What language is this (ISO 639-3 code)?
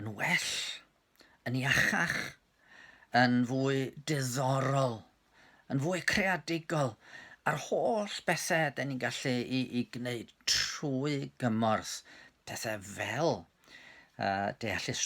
cym